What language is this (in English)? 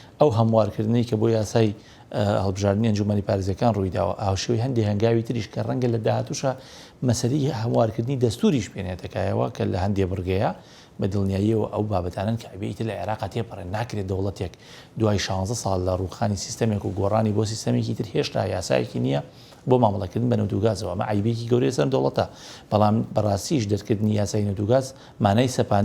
Central Kurdish